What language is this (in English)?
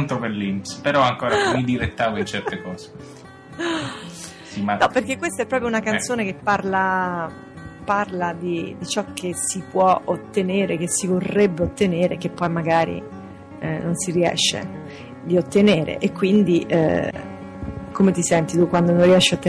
Italian